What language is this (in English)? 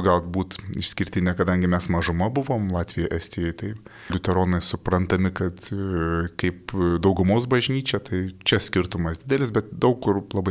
Lithuanian